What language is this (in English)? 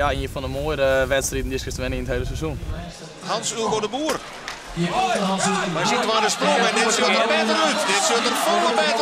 Western Frisian